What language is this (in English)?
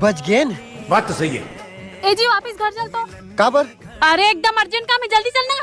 Chhattisgarhi